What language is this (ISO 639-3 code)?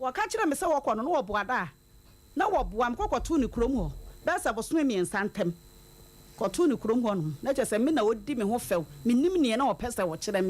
aka